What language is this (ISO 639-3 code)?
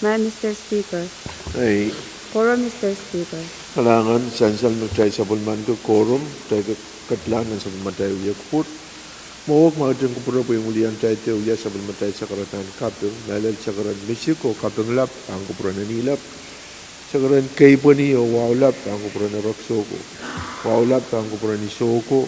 pon